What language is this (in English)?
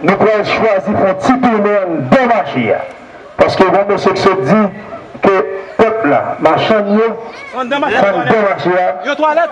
Haitian Creole